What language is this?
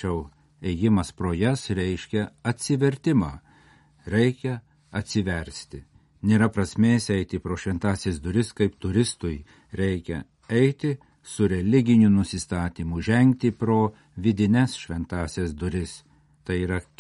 Lithuanian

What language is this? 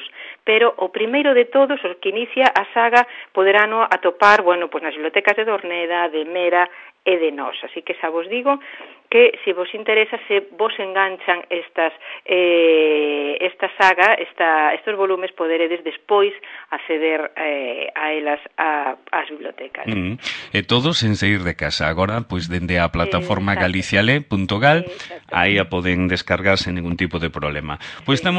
Galician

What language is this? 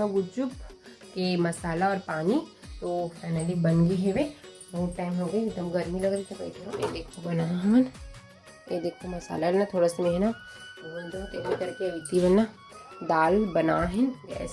Chhattisgarhi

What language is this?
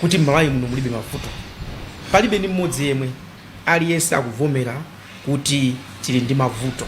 Nyanja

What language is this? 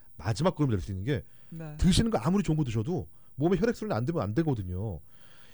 Korean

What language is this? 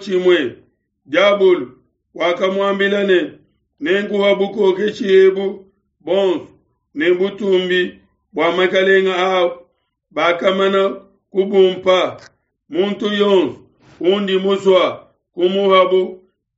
Luba-Lulua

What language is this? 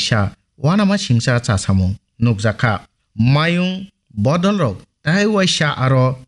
Kok Borok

